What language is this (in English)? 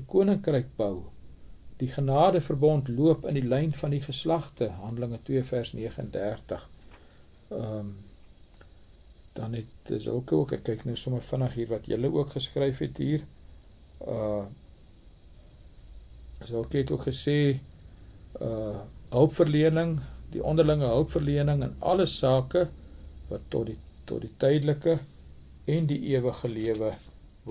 Afrikaans